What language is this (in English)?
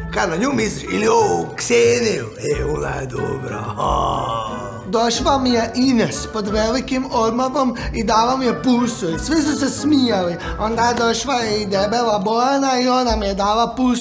Croatian